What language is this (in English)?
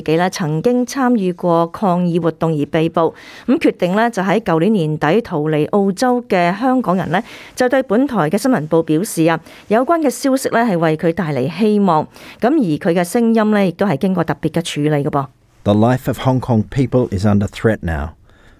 Cantonese